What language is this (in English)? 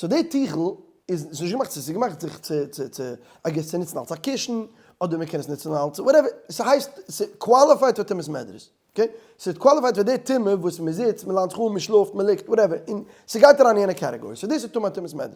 Yiddish